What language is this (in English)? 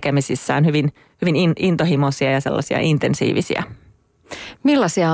Finnish